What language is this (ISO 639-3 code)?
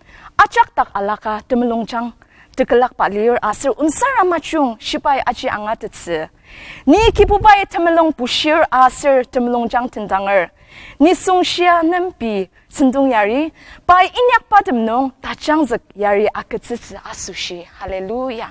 njo